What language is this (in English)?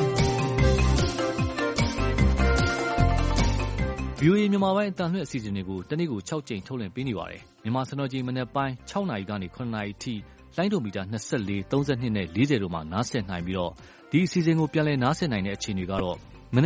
Burmese